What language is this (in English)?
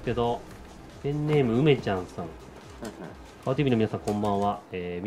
Japanese